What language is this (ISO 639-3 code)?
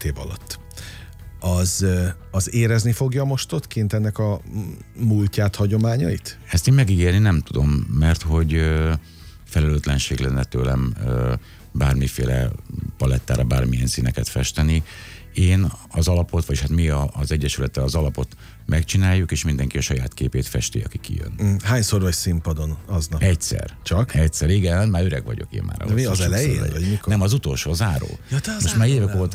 hun